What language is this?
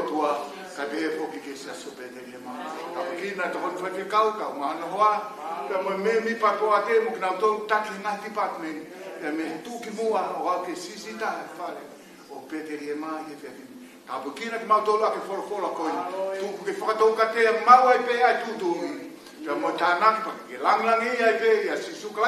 Tongan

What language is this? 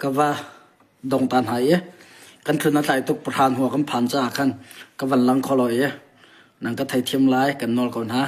Hakha Chin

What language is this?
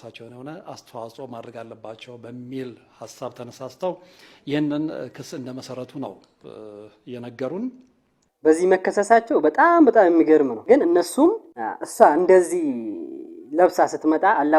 Amharic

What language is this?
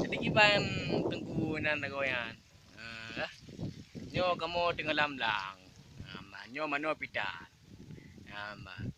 Achinese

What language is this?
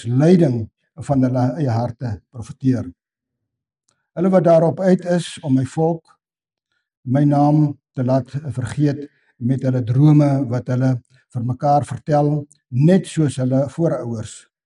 Afrikaans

